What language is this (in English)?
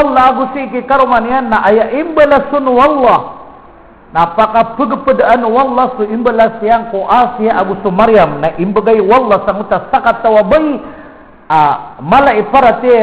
Maranao